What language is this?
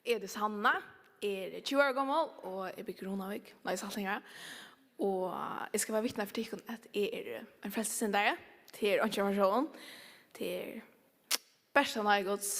Faroese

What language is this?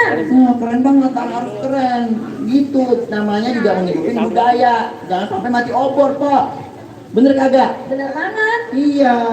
Betawi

